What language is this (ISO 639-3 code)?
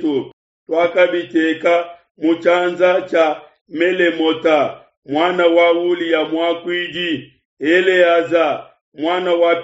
lua